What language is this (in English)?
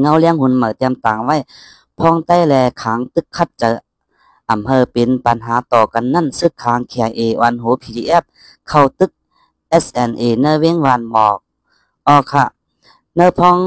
Shan